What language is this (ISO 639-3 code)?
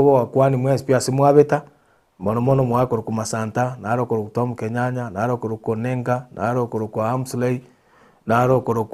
guz